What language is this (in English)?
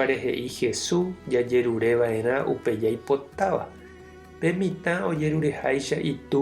Guarani